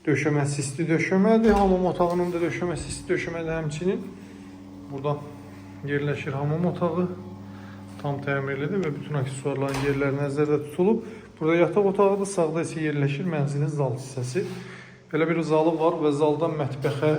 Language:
Azerbaijani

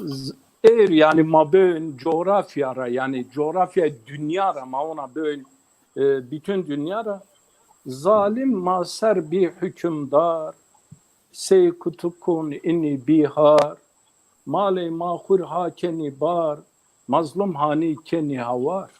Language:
Zaza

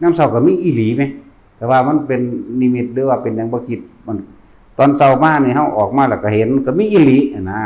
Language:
Northeastern Thai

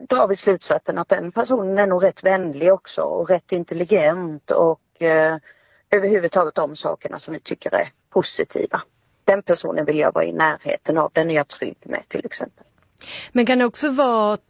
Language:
Swedish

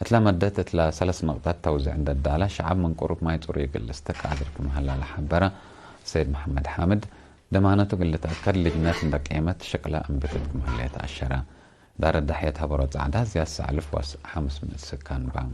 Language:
Tigre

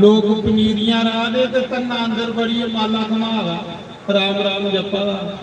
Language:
Dogri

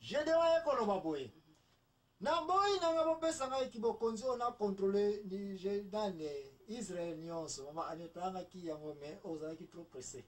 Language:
Lingala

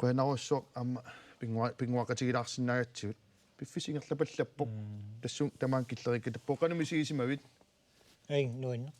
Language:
Kalaallisut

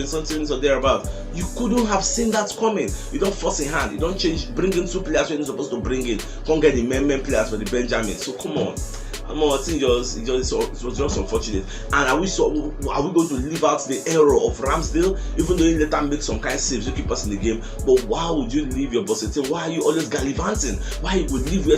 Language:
Nigerian Pidgin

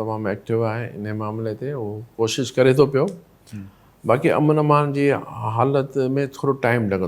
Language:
Sindhi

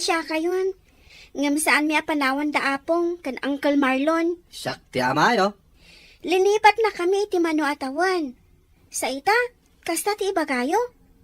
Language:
Iloko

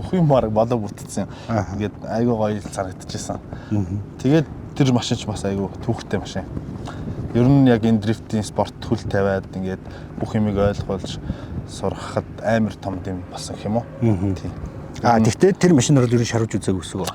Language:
Mongolian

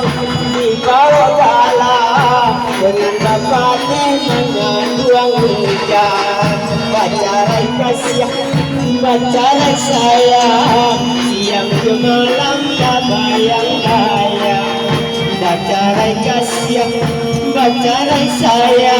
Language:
Minangkabau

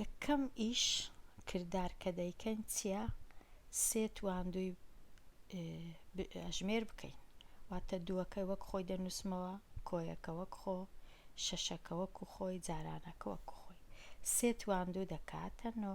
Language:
Central Kurdish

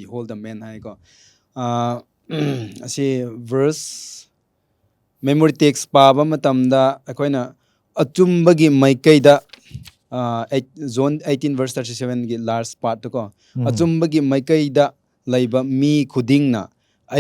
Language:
Manipuri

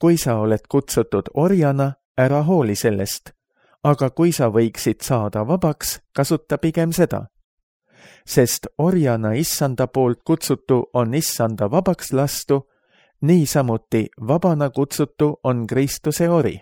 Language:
Estonian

